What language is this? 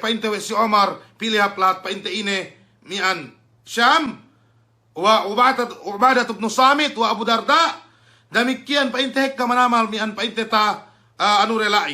Yakan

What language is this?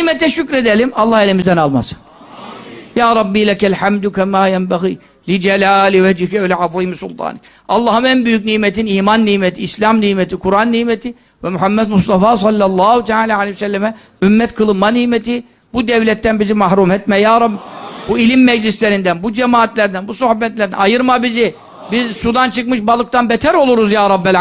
Turkish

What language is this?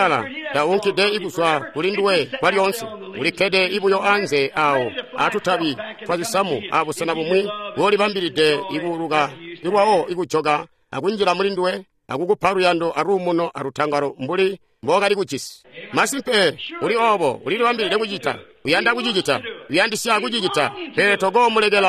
Tonga (Zambia)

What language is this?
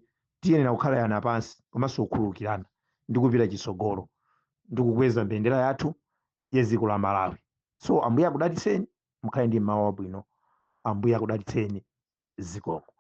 Nyanja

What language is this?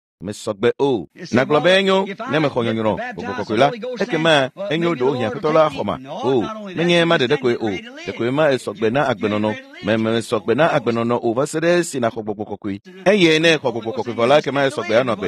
Ewe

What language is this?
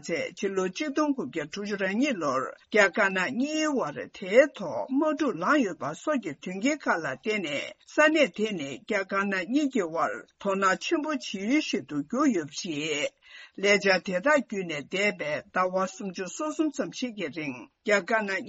Tibetan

